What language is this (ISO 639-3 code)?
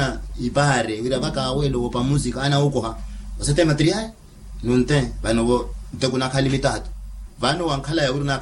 vmw